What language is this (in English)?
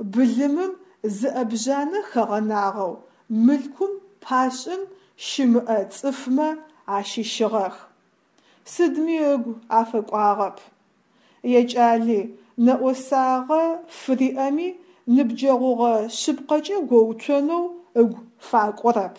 Adyghe